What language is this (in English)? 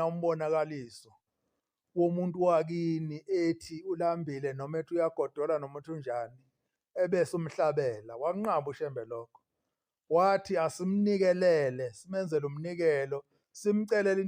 Zulu